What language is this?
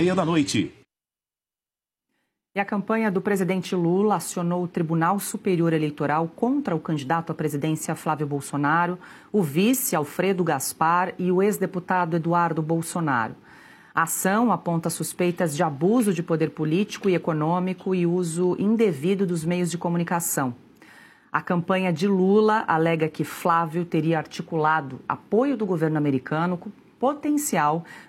Portuguese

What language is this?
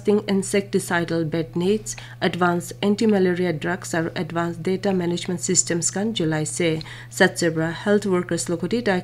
Naga Pidgin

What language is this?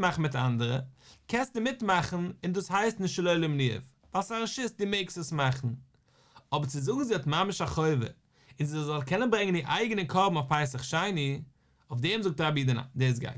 Yiddish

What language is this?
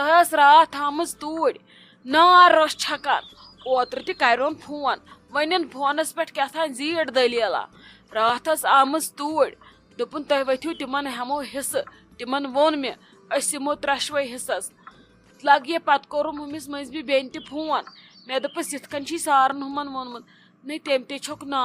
Kashmiri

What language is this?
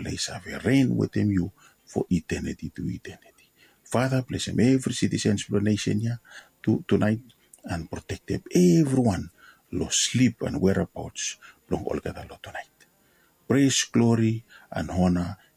Bislama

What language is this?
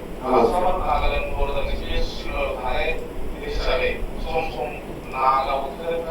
Bodo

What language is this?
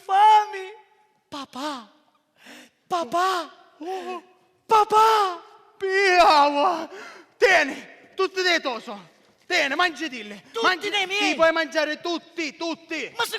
Sicilian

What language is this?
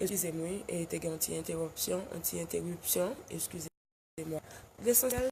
Haitian Creole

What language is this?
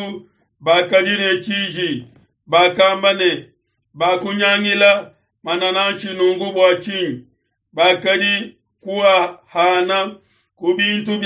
Luba-Lulua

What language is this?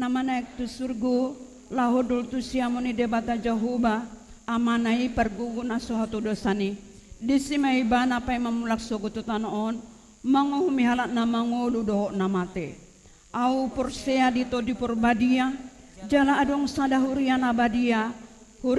Batak Toba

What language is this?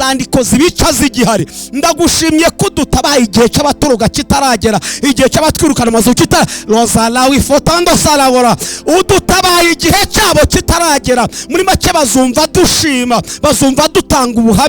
Kinyarwanda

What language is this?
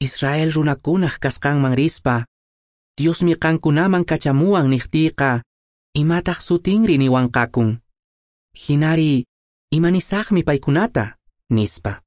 Quechua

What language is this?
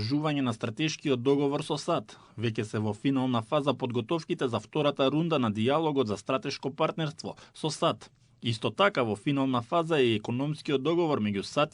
Macedonian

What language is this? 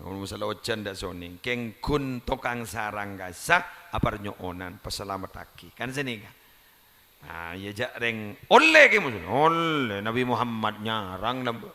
Madurese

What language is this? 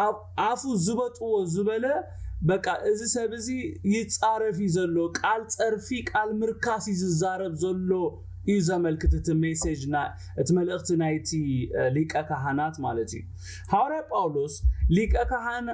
Tigrinya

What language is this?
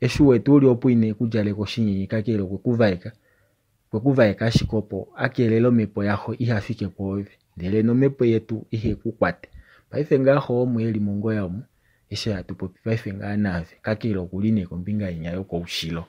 Kuanyama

